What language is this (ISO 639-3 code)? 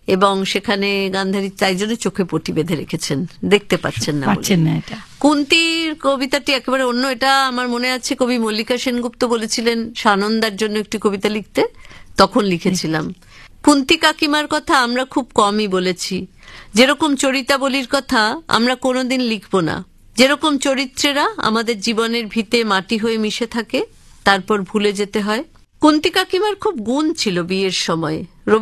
ben